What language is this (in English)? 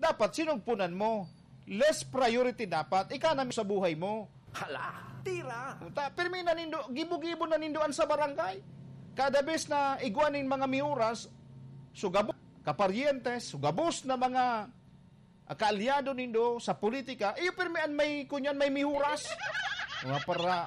Bikol